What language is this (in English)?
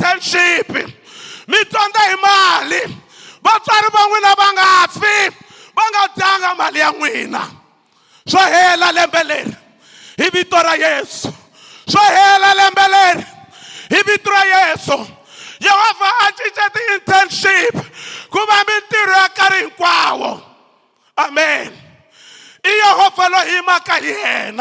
Tsonga